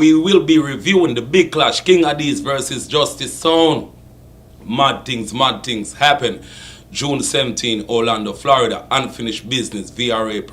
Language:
Jamaican Creole English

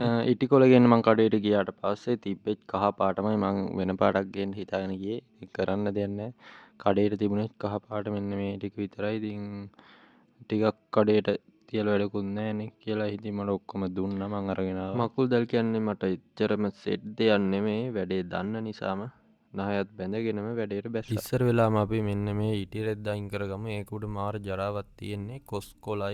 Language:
Sinhala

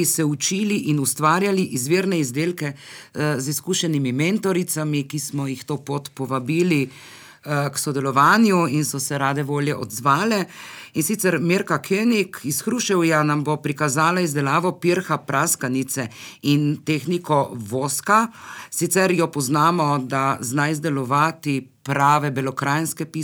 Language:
Slovenian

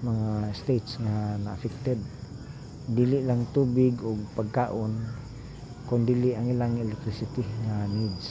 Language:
Cebuano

